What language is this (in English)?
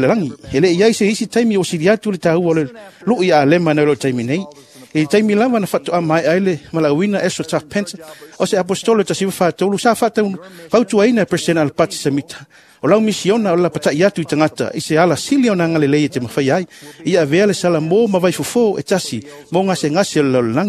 Samoan